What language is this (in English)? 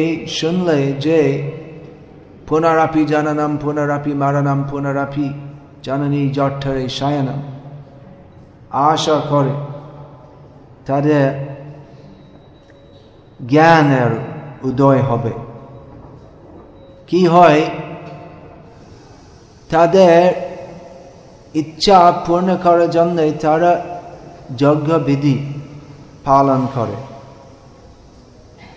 Bangla